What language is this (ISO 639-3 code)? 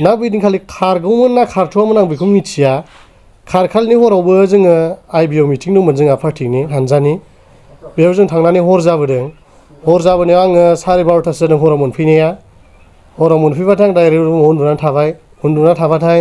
brx